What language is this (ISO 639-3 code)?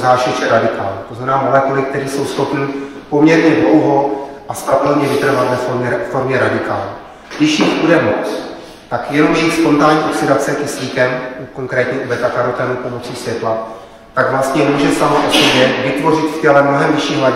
ces